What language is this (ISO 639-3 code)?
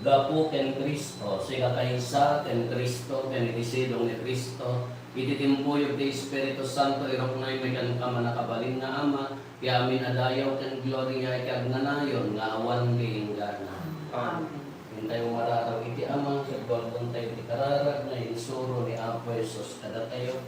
ilo